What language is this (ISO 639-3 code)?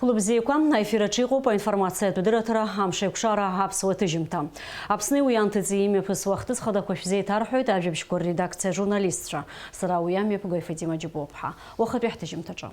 abk